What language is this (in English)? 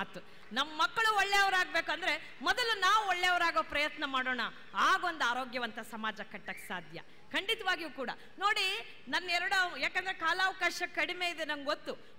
Kannada